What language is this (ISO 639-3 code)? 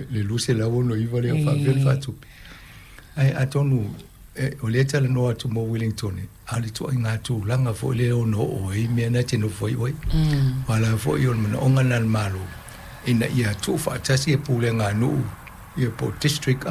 smo